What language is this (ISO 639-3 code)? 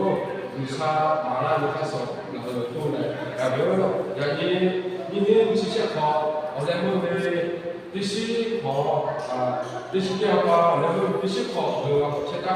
lhu